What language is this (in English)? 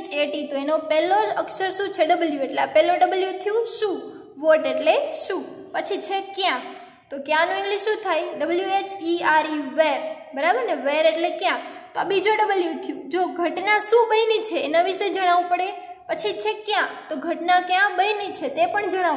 Gujarati